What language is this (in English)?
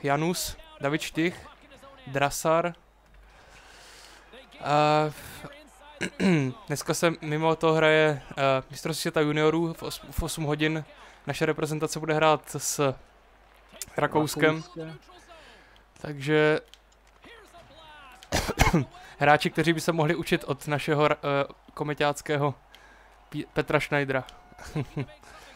Czech